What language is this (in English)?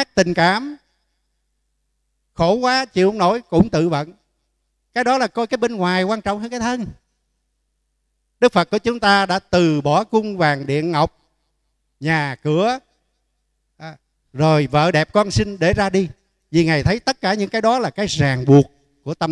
Vietnamese